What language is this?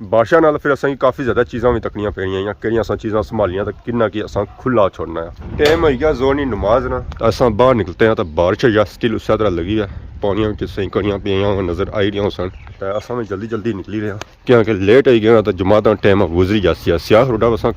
Pahari-Potwari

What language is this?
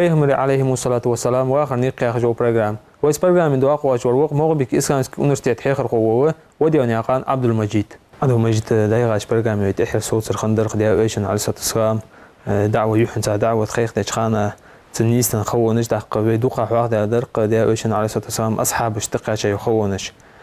Ingush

